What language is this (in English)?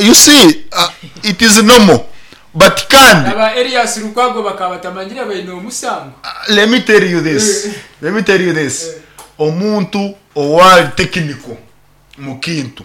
Nyankole